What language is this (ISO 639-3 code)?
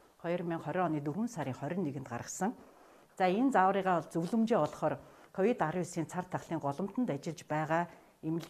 mon